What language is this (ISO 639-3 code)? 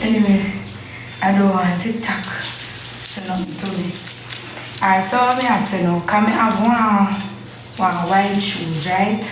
jam